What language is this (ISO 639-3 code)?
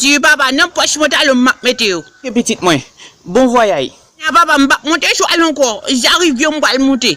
hat